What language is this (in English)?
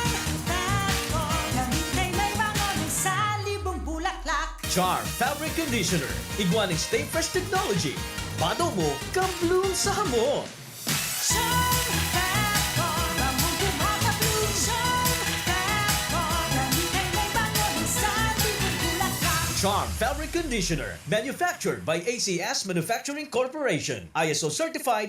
Bikol